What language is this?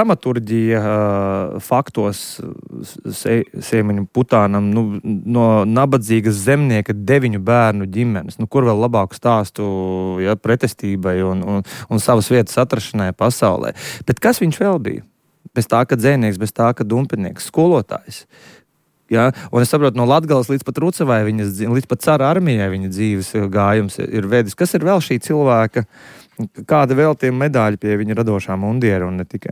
Latvian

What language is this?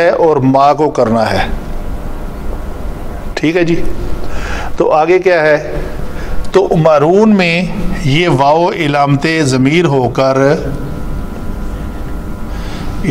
Urdu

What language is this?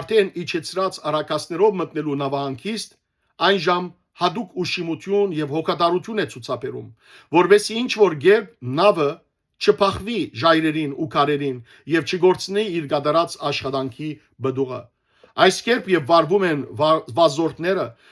Western Armenian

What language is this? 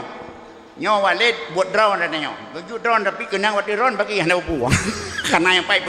Achinese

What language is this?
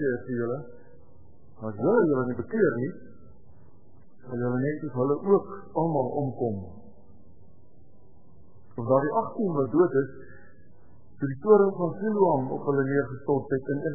Afrikaans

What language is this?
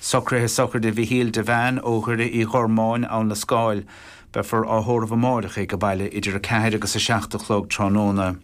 Irish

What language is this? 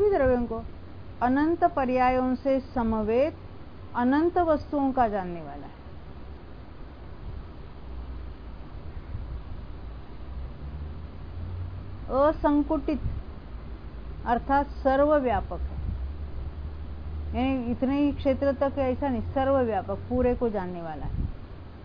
Hindi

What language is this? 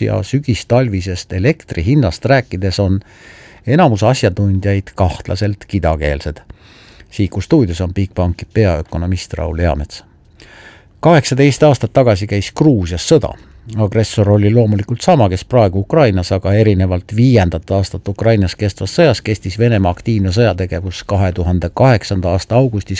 Estonian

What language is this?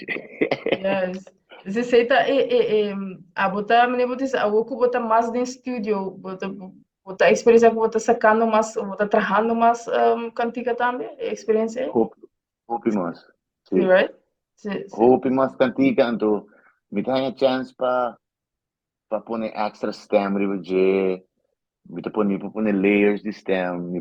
Papiamento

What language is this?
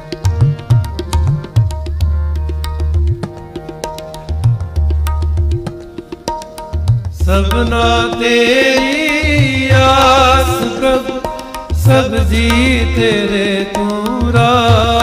Punjabi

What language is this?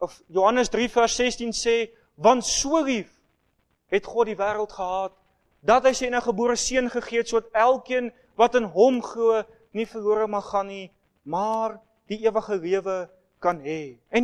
Afrikaans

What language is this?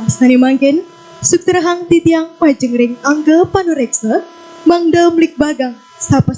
Balinese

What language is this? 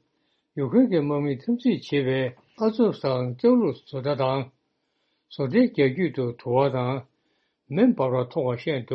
Tibetan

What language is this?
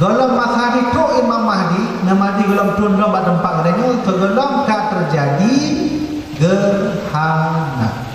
Achinese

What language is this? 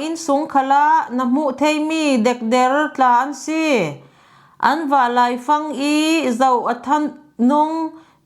Falam Chin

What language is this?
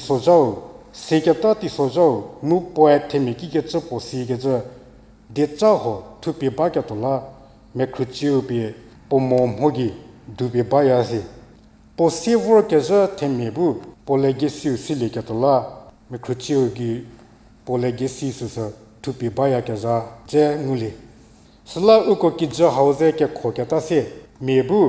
Angami Naga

